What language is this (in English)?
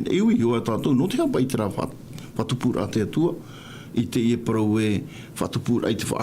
Tahitian